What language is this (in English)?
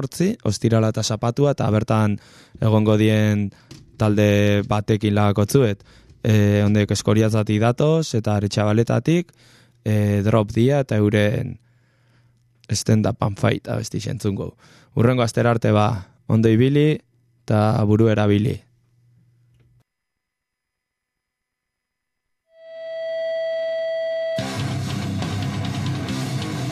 Basque